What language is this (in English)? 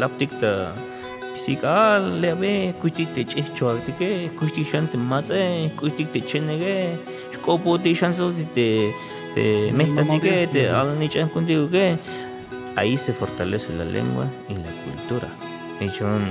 Tzeltal